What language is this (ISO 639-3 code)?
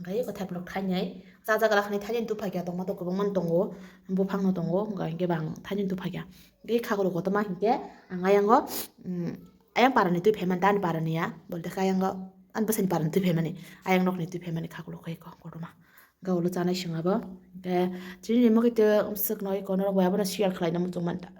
trp